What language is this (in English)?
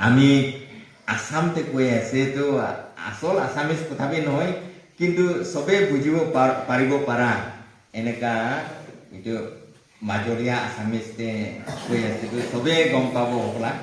Naga Pidgin